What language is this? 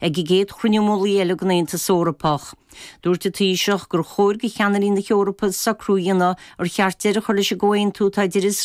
Irish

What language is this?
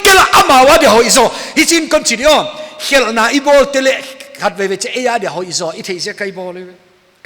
Paite Chin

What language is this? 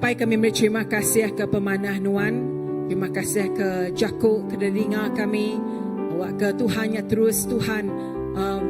Iban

